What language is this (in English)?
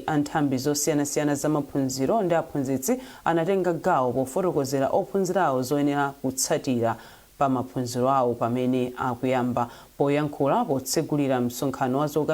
Nyanja